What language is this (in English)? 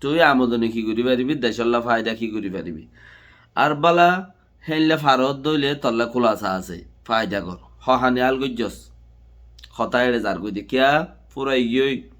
Rohingya